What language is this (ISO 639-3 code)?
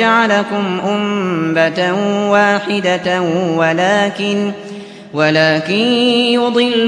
ara